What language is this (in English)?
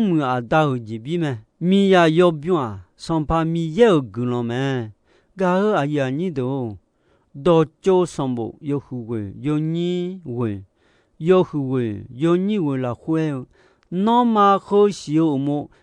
Akha